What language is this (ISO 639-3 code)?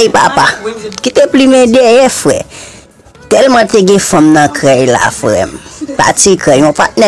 hat